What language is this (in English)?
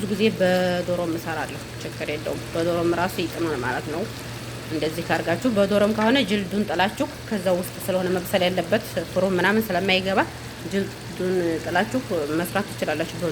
Amharic